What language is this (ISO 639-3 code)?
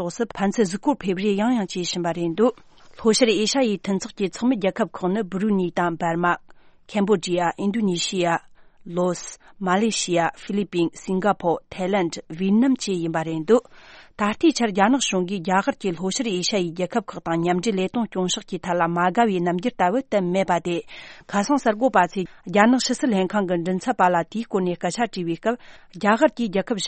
bod